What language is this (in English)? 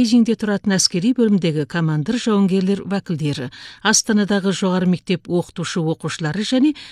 Kazakh